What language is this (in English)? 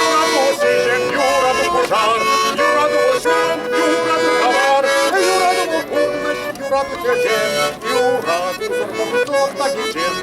Chuvash